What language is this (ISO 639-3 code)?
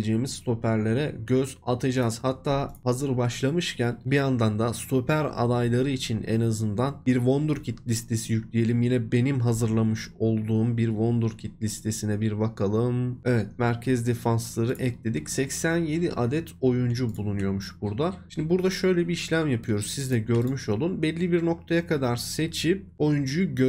tur